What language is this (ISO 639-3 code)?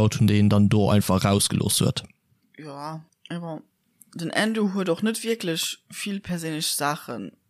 ltz